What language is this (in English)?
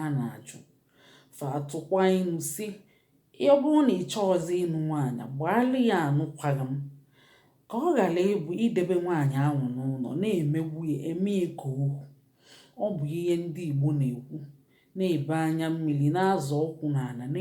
Igbo